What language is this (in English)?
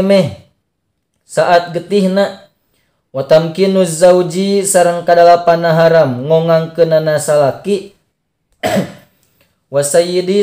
Sundanese